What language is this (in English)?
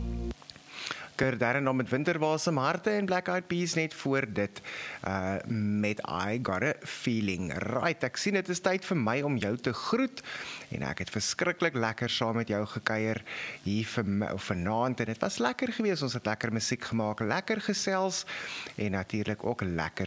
Afrikaans